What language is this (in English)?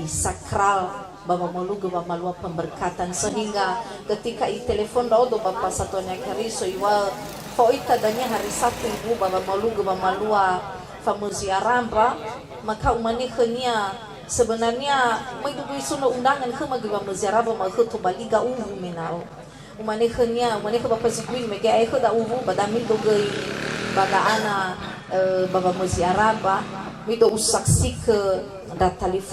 Nias